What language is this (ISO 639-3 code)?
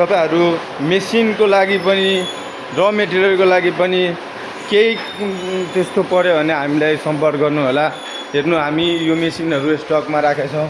nep